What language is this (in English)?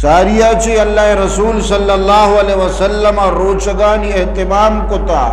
Eastern Balochi